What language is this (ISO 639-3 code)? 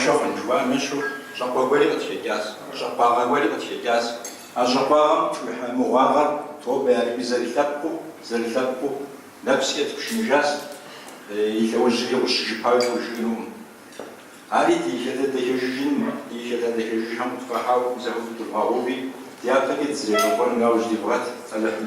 kbd